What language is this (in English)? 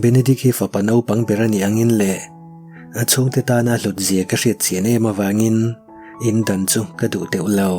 Mizo